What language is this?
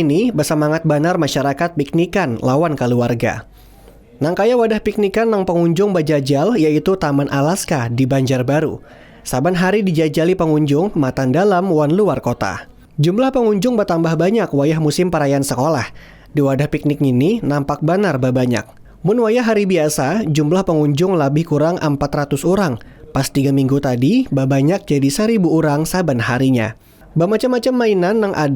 Banjar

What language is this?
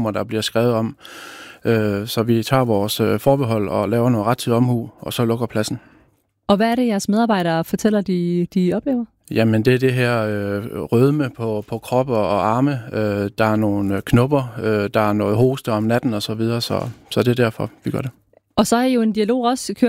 Danish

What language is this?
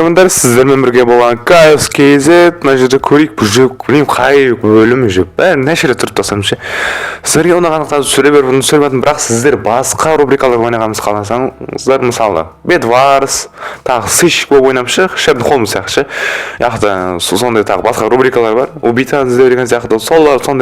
Kazakh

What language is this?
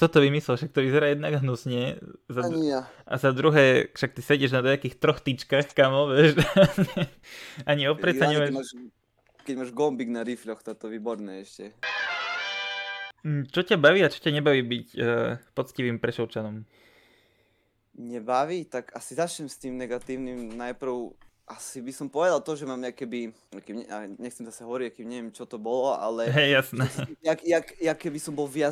Slovak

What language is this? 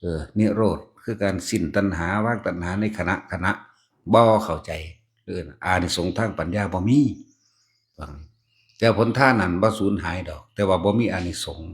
Northeastern Thai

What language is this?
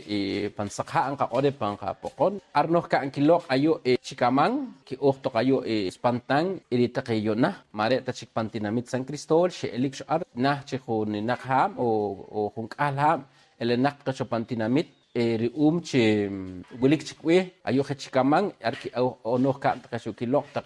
Poqomchi'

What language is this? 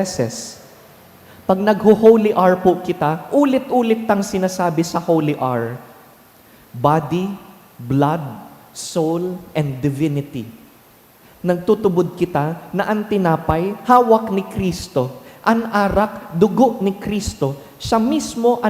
Bikol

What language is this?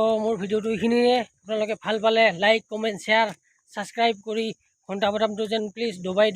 Assamese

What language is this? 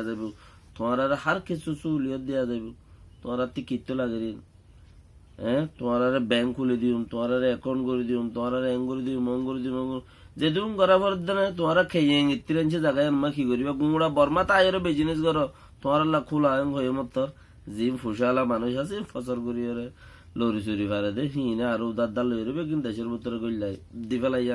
Rohingya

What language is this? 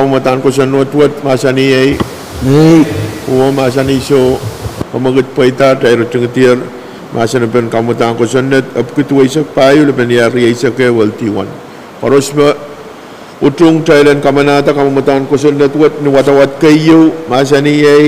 Pohnpeian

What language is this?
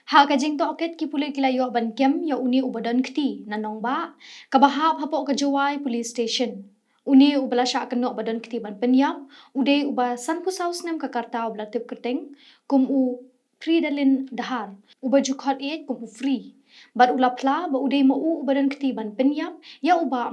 Khasi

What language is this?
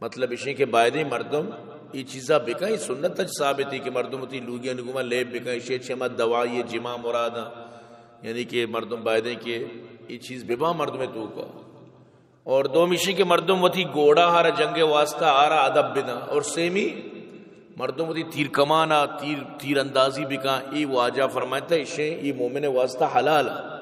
Eastern Balochi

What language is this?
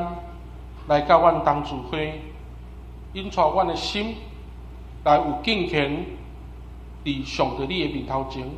Min Nan Chinese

